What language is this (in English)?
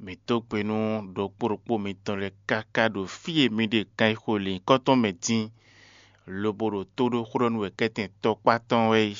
Fon